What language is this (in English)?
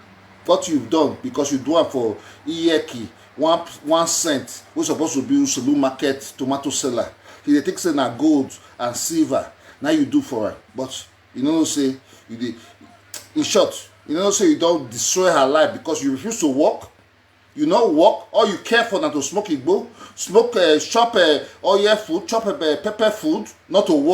Nigerian Pidgin